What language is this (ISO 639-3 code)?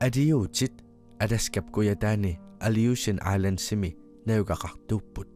kal